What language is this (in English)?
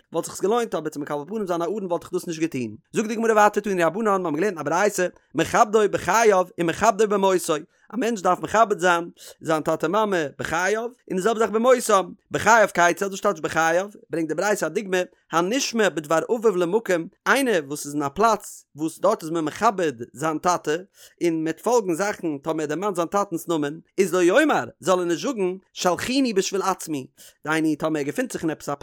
Yiddish